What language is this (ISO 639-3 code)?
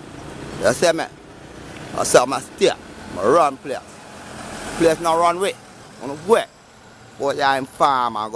jam